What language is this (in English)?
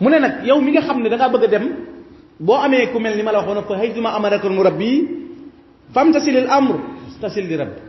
Wolof